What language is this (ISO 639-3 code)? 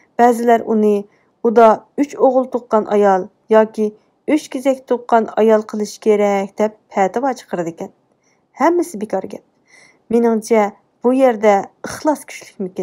uig